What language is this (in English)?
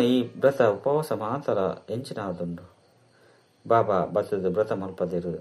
Tulu